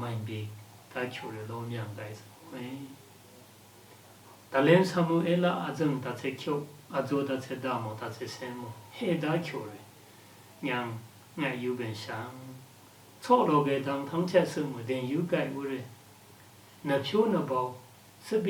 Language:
Lashi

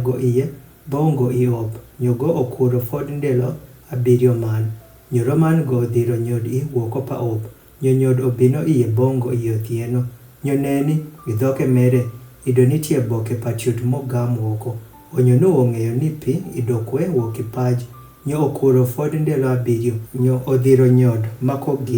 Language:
Adhola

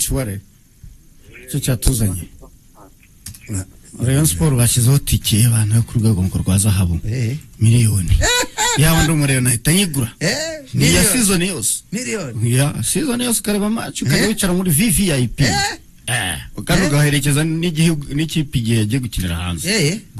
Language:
Kinyarwanda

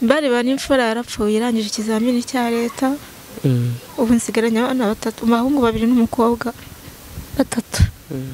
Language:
Kinyarwanda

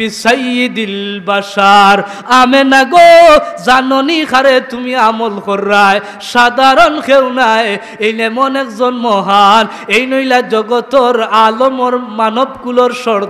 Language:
Sylheti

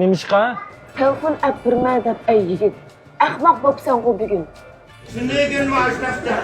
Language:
Uyghur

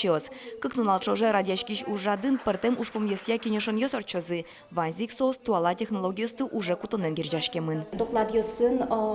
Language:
Udmurt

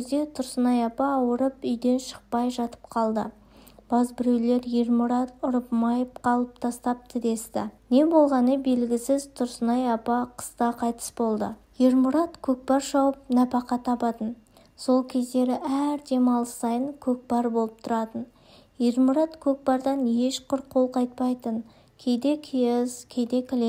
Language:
Kazakh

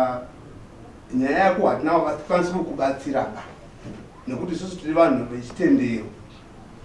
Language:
Shona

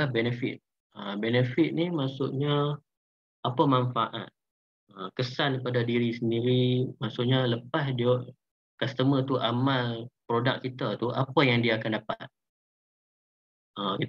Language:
Malay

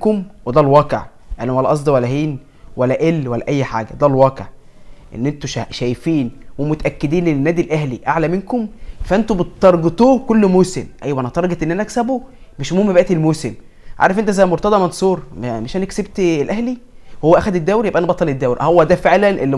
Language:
Egyptian Arabic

